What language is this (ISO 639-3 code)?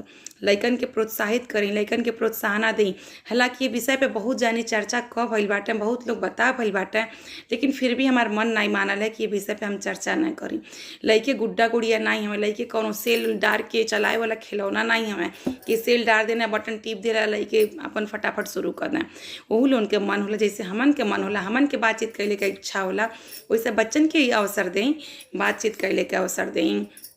bho